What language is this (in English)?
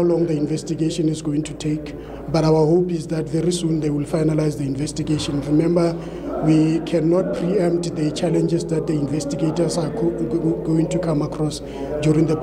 Zulu